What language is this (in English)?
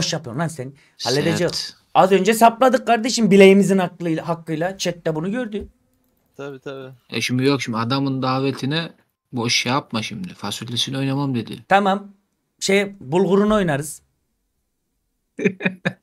Turkish